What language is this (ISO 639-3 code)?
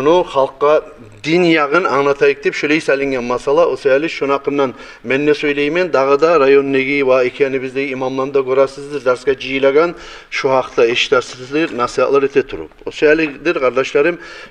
kum